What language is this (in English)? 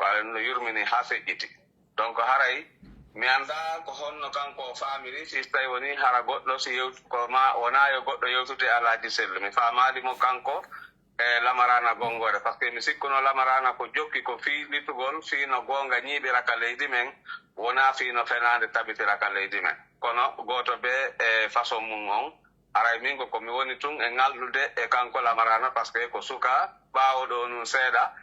Pular